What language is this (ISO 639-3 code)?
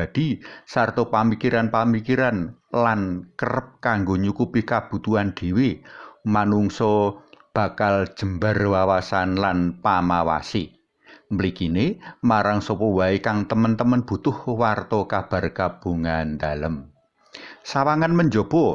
jav